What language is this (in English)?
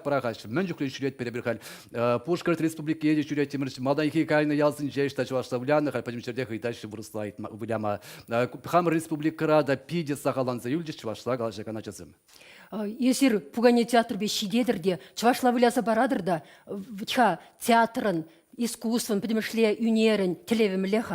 Chuvash